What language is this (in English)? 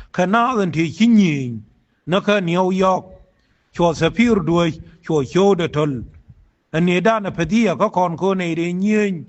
Nuer